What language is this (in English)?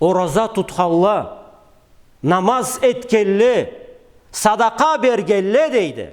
Karachay-Balkar